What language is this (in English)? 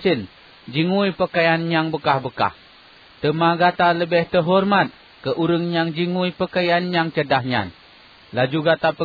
Achinese